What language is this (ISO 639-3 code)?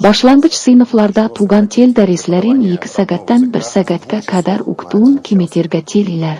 tat